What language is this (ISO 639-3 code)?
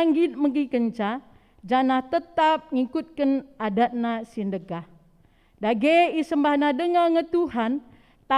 btx